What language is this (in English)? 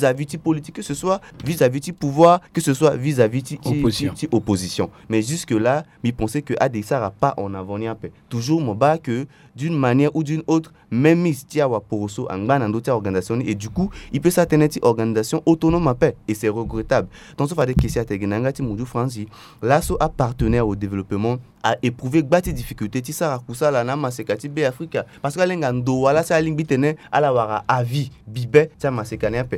Sango